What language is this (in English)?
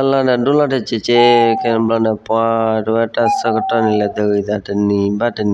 S'gaw Karen